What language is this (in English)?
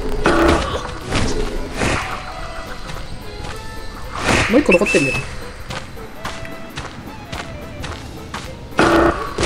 Japanese